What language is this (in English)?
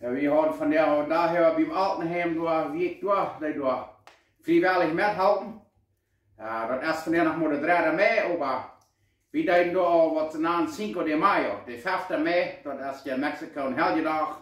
Plautdietsch